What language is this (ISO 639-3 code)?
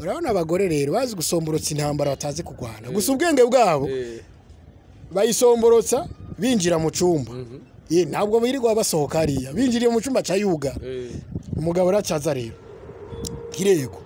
run